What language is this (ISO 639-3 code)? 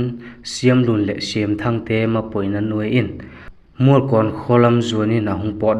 vap